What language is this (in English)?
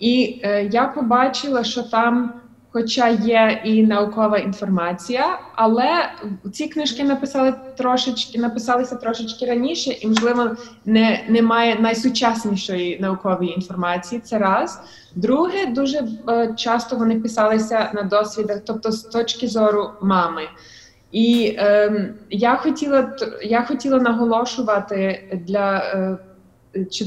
Ukrainian